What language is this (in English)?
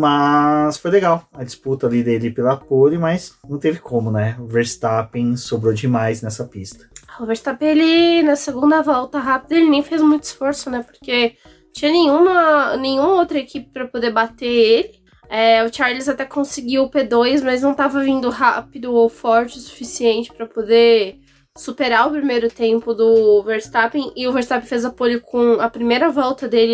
Portuguese